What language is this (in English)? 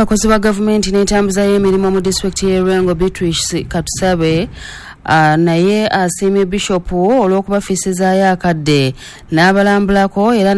Ganda